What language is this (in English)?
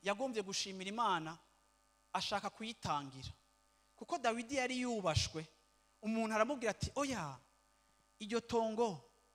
Rundi